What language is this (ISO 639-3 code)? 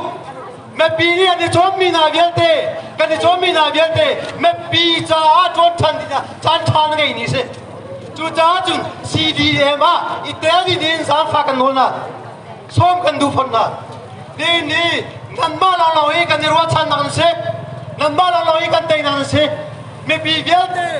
cnh